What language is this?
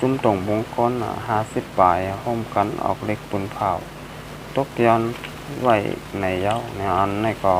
Shan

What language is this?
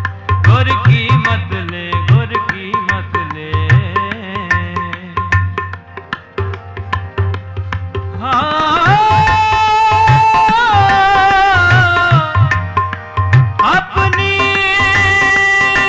Punjabi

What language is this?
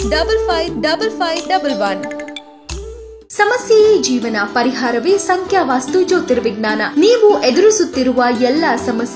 Kannada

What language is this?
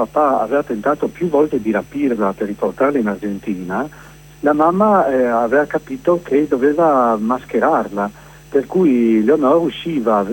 Italian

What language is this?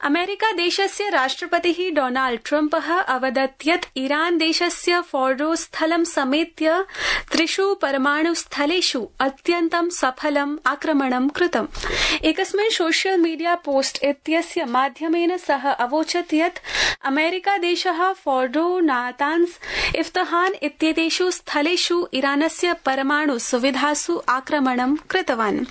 Sanskrit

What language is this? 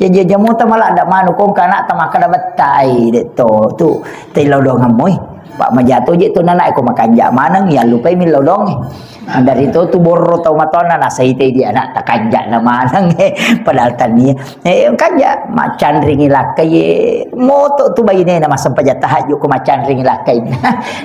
Buginese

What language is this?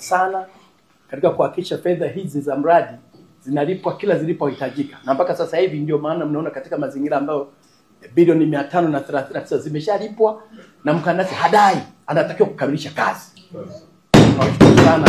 Swahili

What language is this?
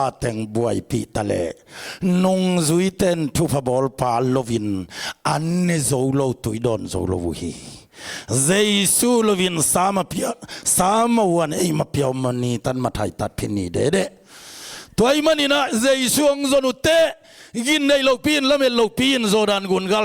Tedim Chin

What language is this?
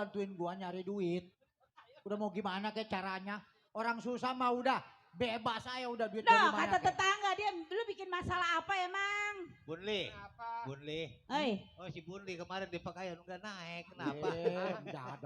Betawi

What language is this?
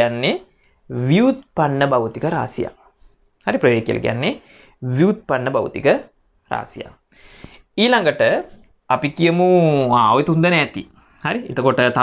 Sinhala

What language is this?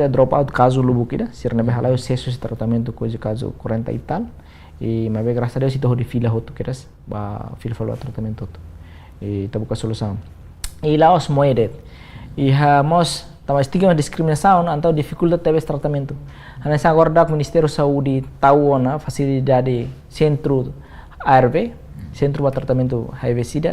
Tetum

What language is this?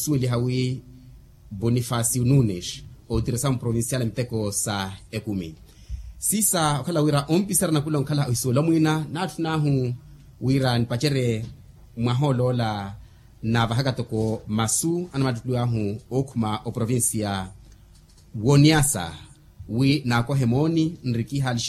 Makhuwa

